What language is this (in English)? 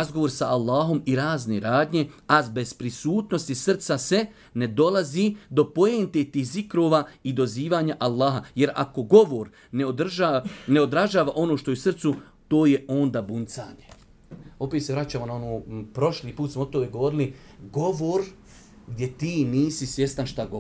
Bosnian